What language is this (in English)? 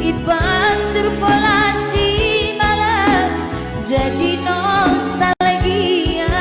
Batak Karo